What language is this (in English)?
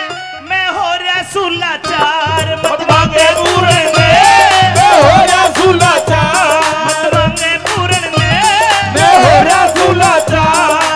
Haryanvi